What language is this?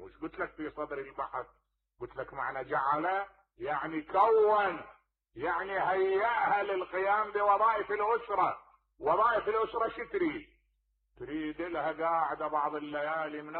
Mesopotamian Arabic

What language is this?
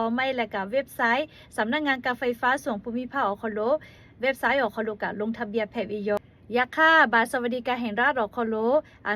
Lahu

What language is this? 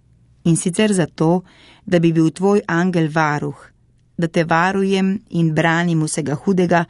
Slovenian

